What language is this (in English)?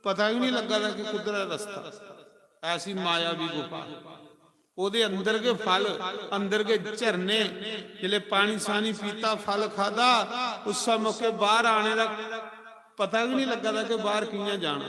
Dogri